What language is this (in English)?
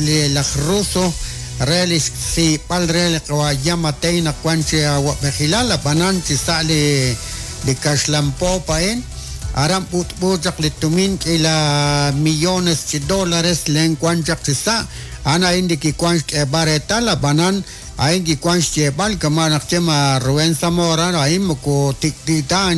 Kekchí